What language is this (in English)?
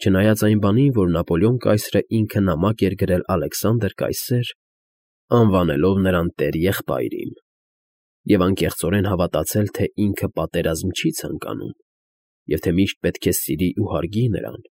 Armenian